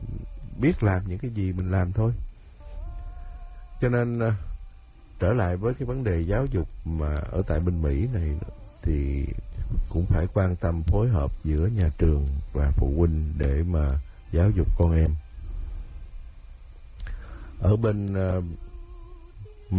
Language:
Vietnamese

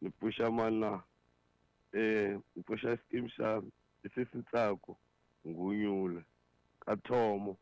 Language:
Tsonga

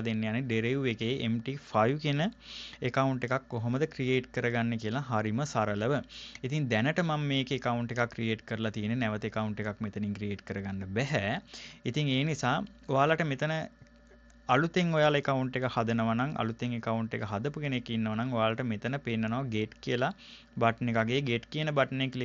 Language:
Sinhala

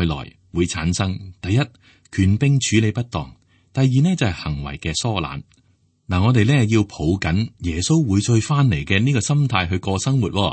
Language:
Cantonese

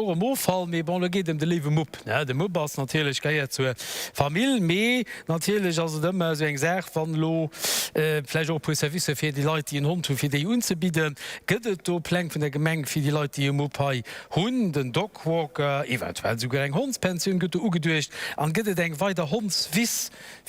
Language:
Luxembourgish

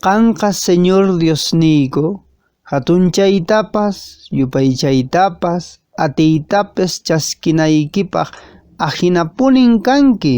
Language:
Quechua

